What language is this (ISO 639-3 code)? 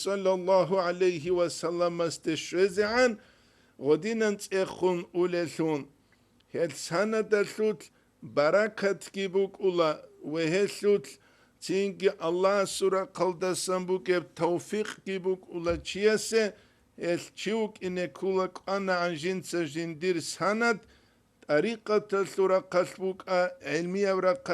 ava